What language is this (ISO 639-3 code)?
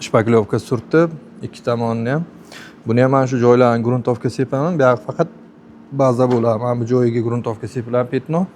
uzb